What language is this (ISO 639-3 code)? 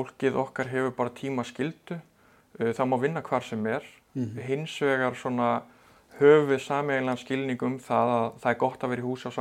isl